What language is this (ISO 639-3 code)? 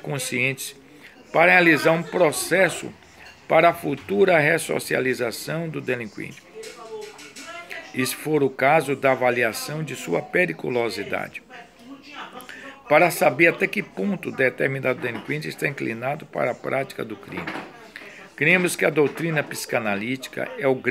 por